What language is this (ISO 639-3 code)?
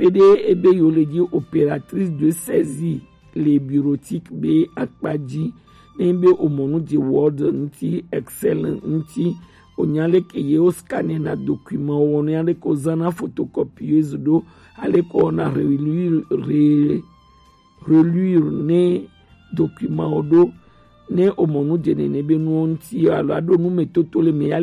gej